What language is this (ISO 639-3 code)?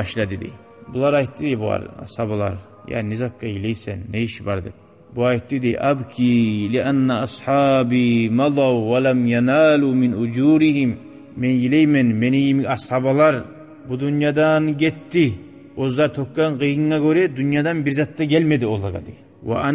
kum